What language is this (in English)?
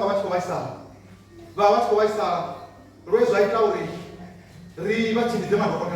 Venda